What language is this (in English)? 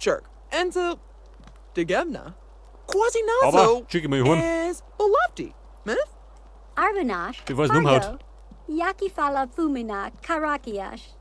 Bavarian